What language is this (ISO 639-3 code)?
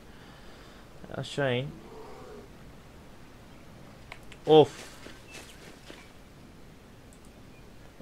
tur